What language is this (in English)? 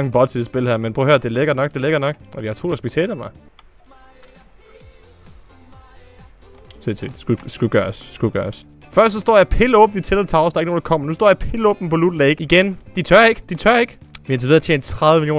Danish